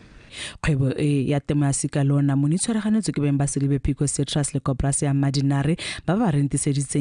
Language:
Tswana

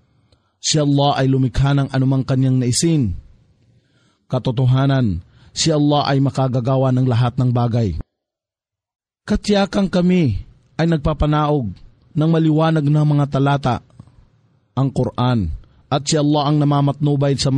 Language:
Filipino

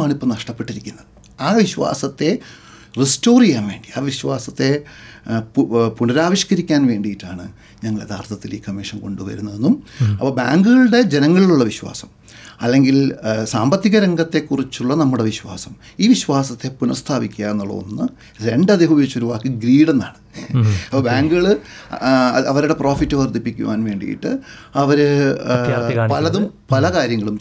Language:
Malayalam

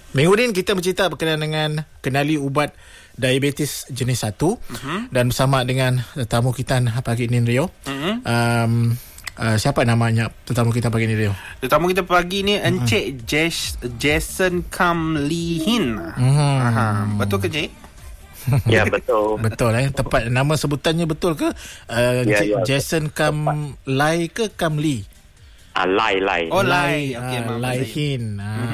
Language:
Malay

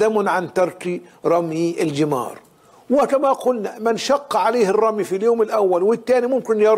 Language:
Arabic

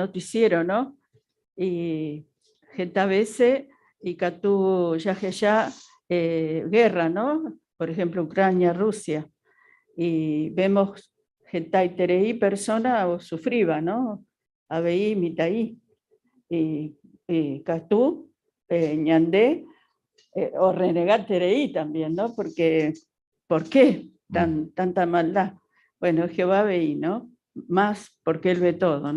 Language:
Guarani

